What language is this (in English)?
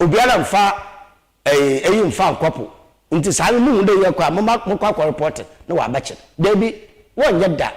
Akan